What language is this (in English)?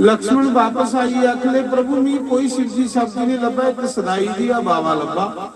Dogri